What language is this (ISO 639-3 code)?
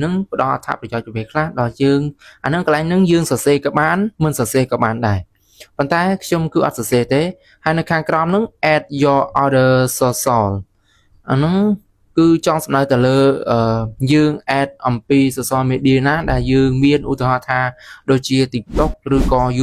khm